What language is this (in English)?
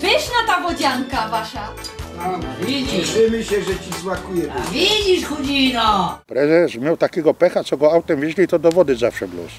Silesian